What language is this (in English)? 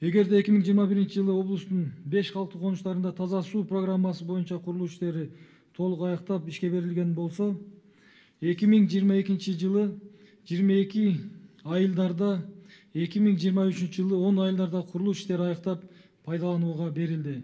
Kyrgyz